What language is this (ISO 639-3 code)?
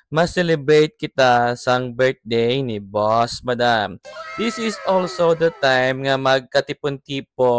hil